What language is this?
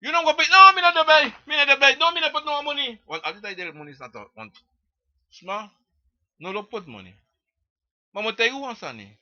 Sranan Tongo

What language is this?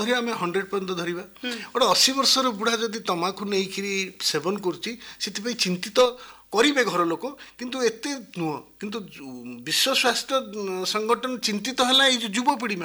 Odia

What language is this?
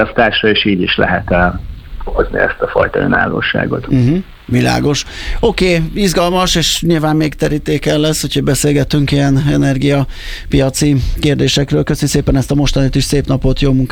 Hungarian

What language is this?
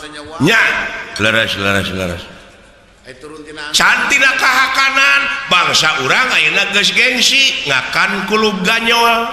Sundanese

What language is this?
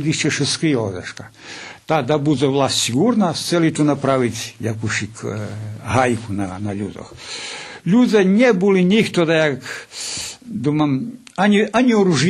Rusyn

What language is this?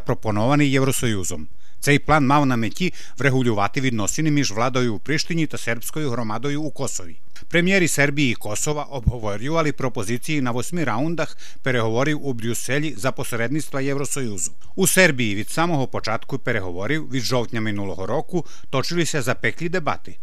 Ukrainian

